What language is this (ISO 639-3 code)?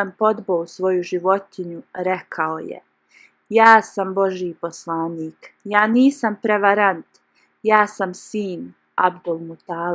bos